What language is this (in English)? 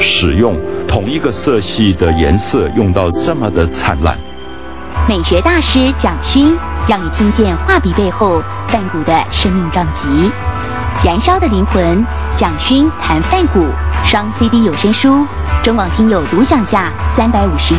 Chinese